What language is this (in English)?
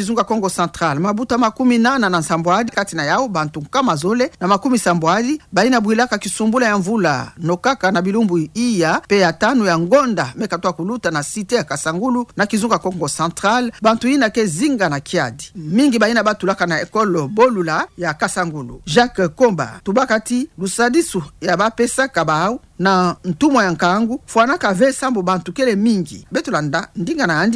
Kituba (Democratic Republic of Congo)